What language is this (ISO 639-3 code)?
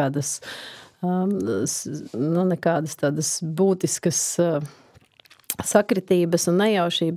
lav